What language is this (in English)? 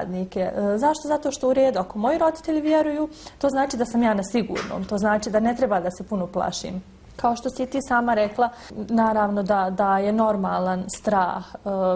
Bosnian